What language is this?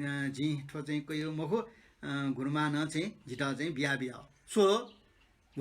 Newari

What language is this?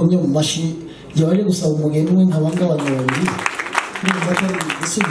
Kinyarwanda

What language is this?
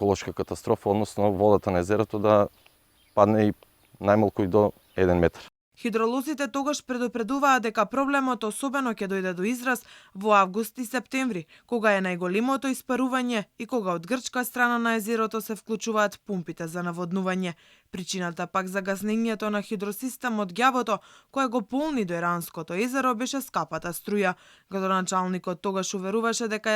Macedonian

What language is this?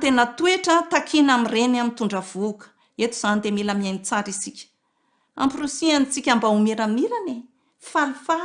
Malagasy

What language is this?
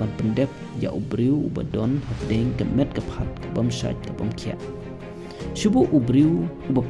Khasi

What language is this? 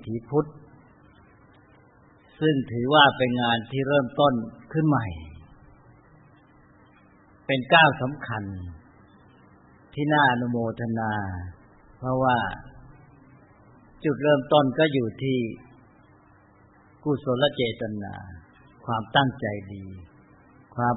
Thai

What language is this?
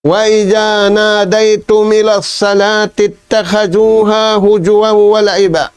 Tausug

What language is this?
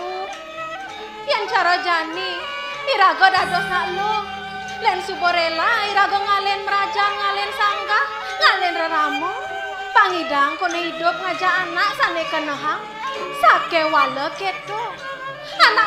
Balinese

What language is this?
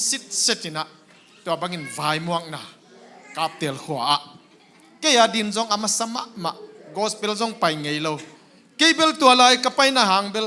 Tedim Chin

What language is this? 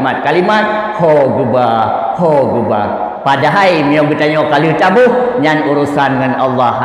Achinese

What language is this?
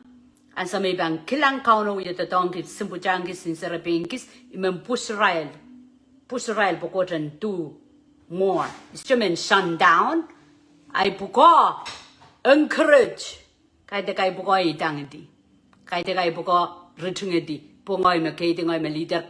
Pohnpeian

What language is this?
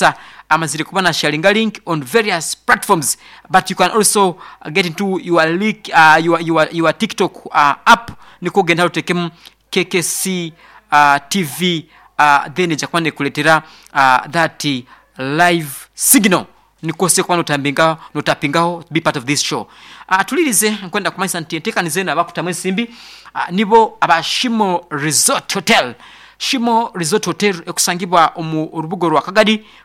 Nyankole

